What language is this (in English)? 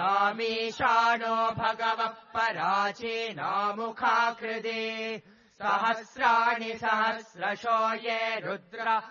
Sanskrit